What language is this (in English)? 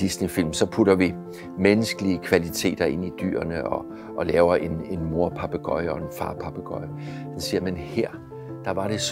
Danish